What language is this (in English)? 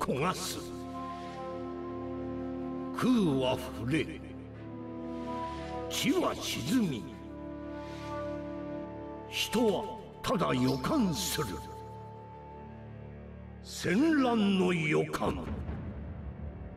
Japanese